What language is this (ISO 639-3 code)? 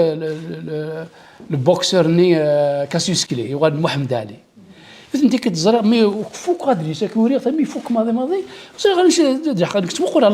kab